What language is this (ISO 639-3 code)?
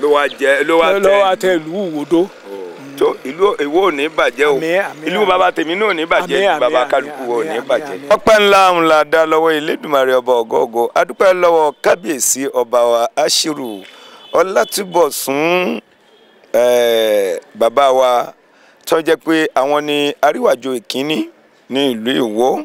yor